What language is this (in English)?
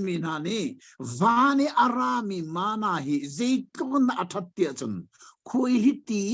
Hakha Chin